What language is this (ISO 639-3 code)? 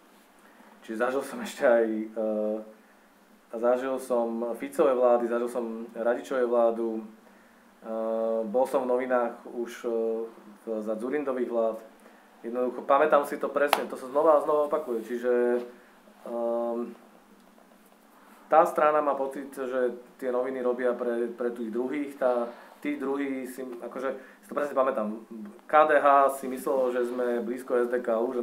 slk